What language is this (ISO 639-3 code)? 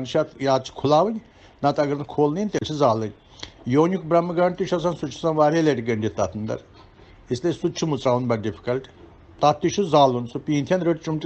kas